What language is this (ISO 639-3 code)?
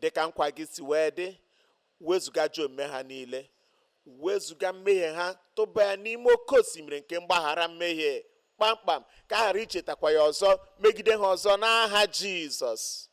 ibo